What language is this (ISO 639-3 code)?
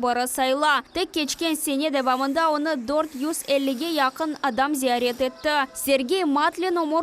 crh